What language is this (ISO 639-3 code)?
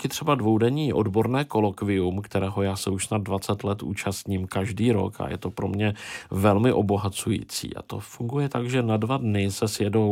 ces